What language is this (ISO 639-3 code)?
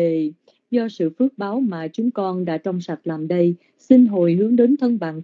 vie